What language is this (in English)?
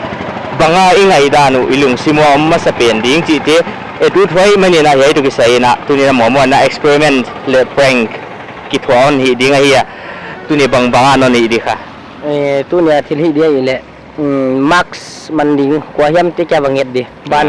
Paite Chin